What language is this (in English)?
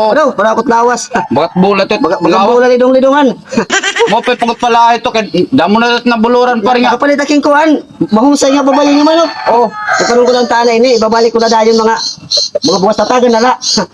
Waray